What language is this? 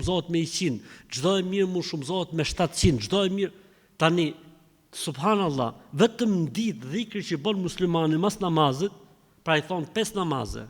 Albanian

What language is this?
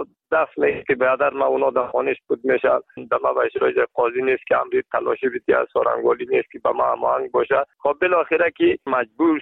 Persian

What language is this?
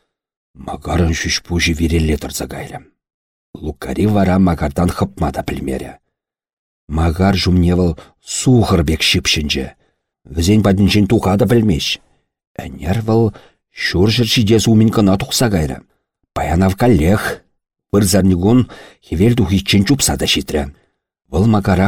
Chuvash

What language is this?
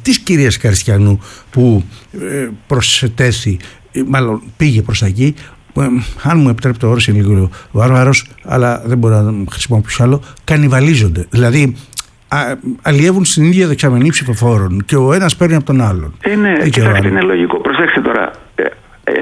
Greek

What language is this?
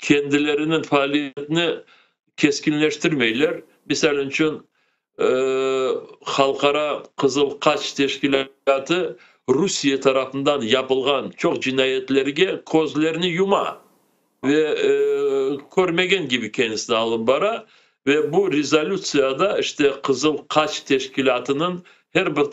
Crimean Tatar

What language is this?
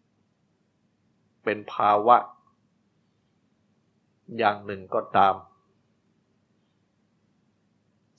Thai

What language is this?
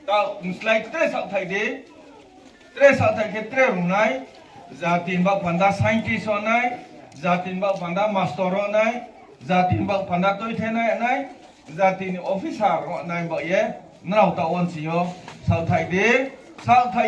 Riang (India)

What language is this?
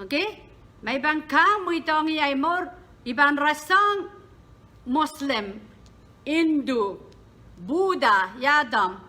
Pohnpeian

